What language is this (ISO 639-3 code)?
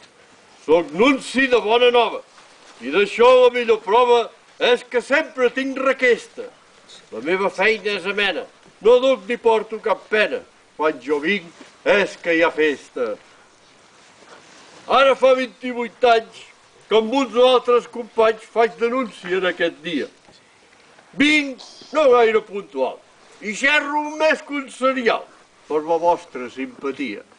cat